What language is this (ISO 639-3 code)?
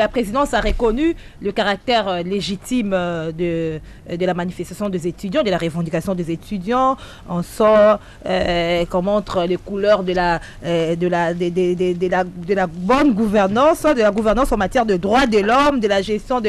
fra